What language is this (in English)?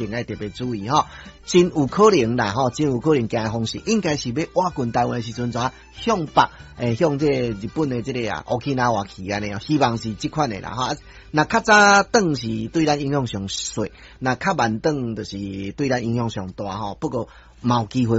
Min Nan Chinese